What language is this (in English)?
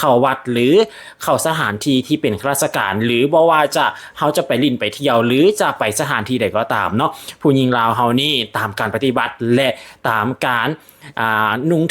Lao